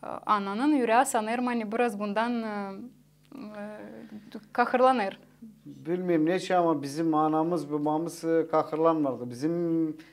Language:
Gagauz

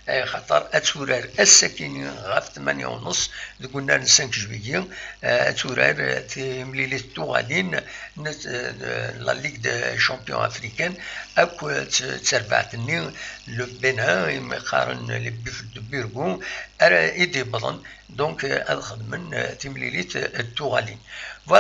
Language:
Kabyle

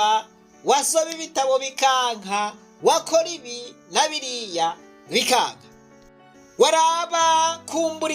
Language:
Rundi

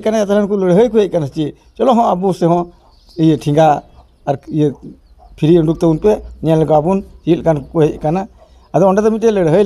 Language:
Santali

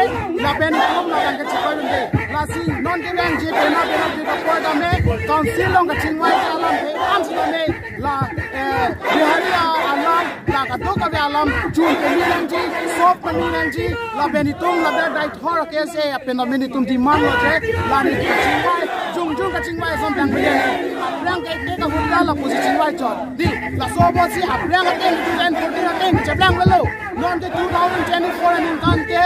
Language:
Karbi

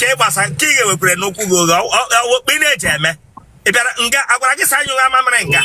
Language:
Igbo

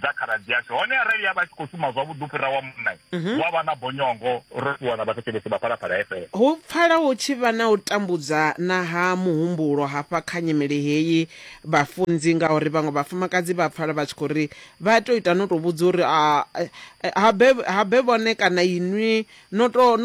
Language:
Venda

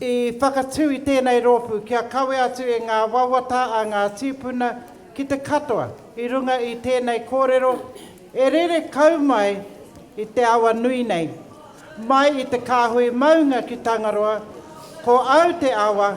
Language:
Māori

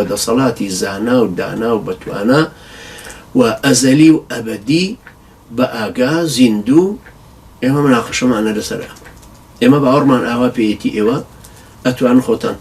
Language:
Central Kurdish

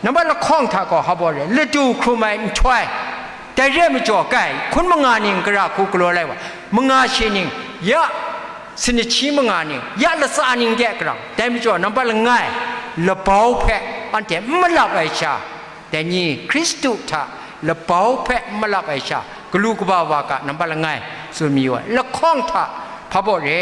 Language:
Kachin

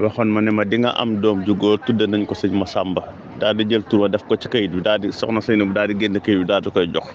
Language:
Wolof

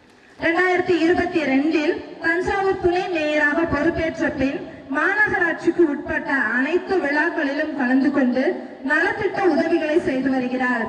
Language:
Tamil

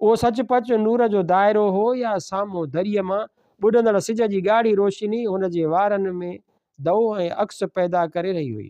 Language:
Sindhi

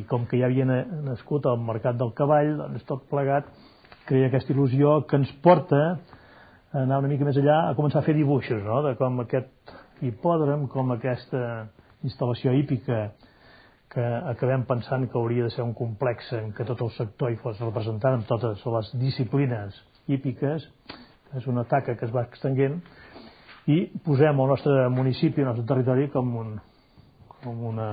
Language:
Catalan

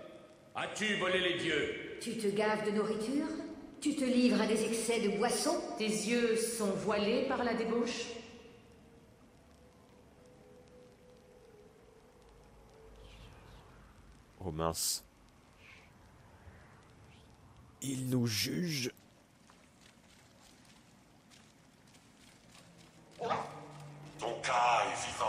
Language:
French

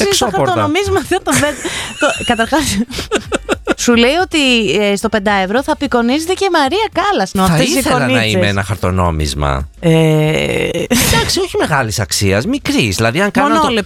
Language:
Greek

